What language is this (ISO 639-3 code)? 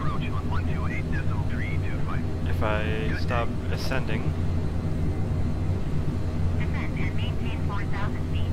eng